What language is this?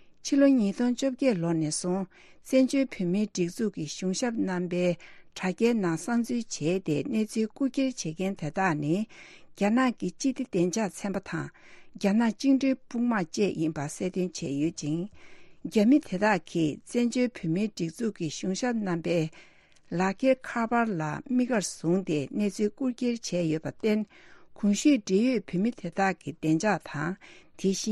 Tibetan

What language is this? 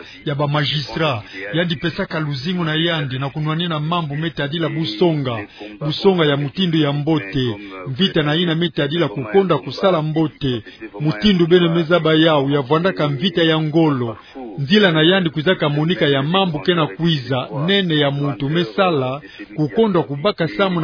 Kituba (Democratic Republic of Congo)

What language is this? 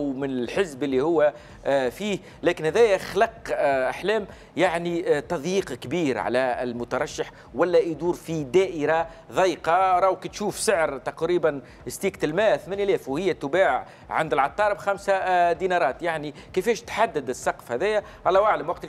Tunisian Arabic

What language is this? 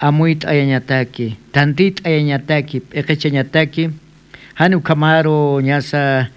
Aymara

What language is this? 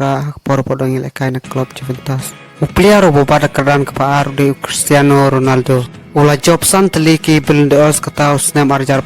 Khasi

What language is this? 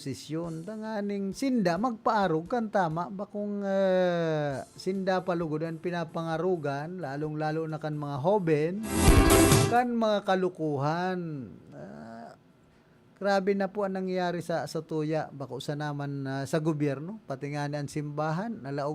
Bikol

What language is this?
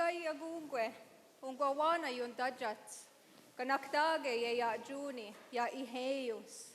Mohawk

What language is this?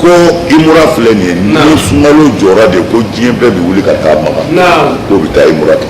Bambara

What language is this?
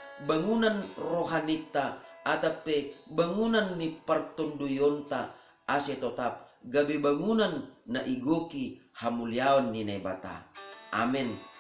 Batak Simalungun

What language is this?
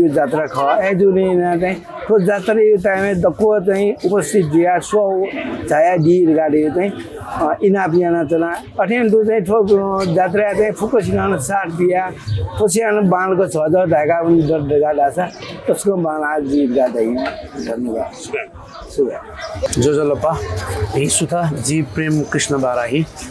Newari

